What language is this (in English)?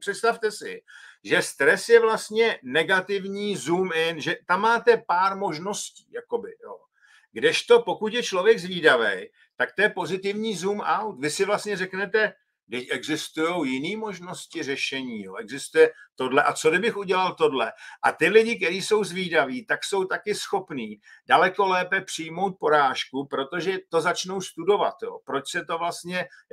Czech